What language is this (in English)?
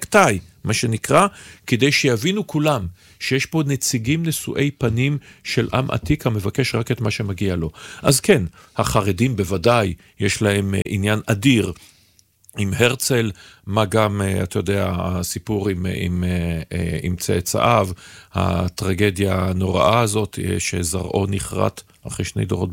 Hebrew